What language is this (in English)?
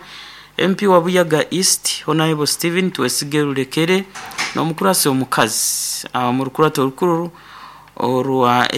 Nyankole